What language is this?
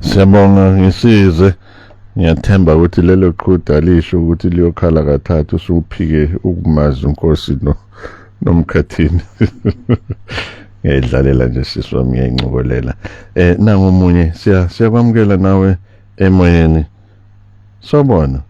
Zulu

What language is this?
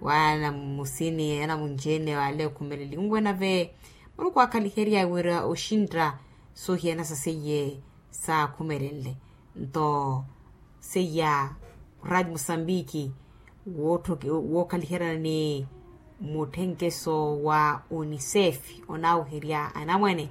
Makhuwa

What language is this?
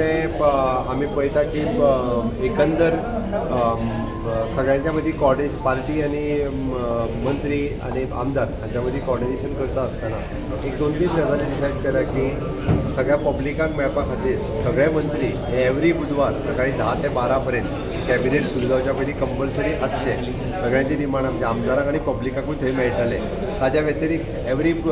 Konkani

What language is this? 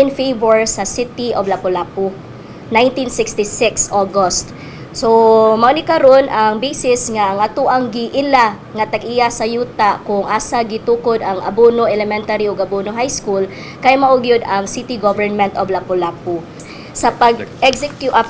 Cebuano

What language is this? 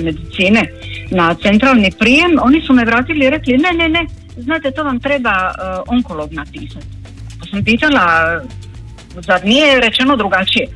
Croatian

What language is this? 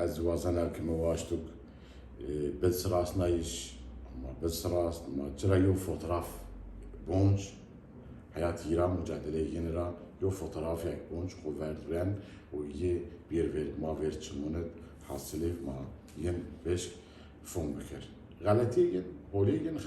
Zaza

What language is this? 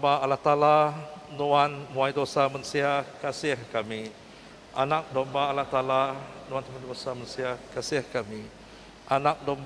Iban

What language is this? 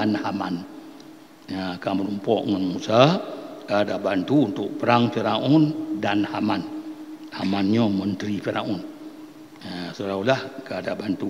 Achinese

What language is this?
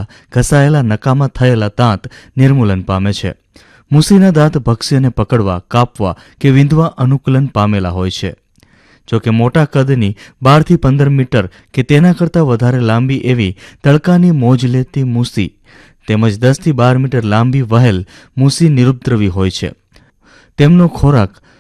Gujarati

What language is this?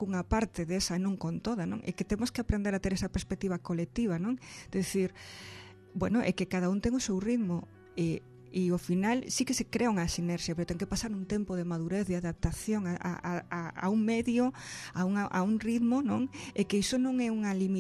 Galician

